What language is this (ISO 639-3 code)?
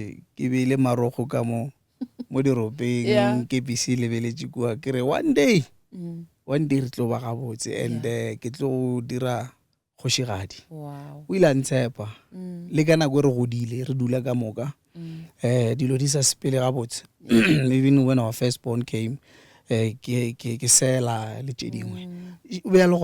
nso